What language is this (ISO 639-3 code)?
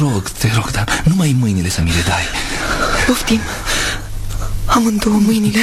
ron